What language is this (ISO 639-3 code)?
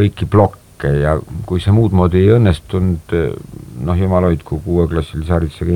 est